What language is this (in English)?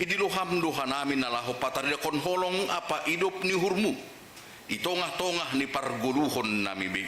Batak Simalungun